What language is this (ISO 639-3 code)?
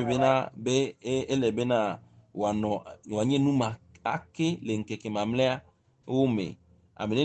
ewe